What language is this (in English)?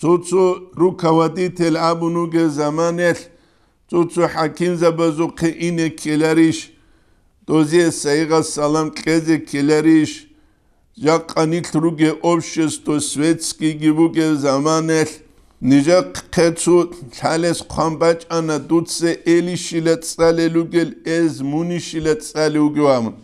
Avaric